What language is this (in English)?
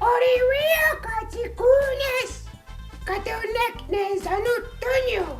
Mohawk